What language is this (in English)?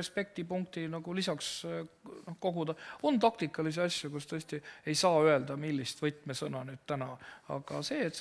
Estonian